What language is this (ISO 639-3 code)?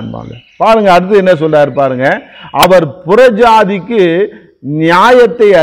tam